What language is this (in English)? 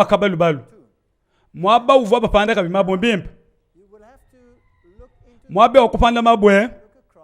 Luba-Lulua